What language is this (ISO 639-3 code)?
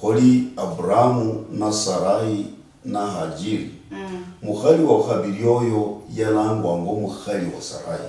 luy